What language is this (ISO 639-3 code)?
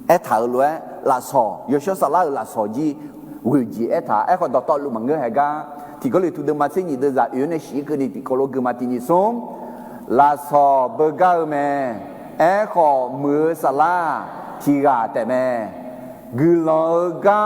ahk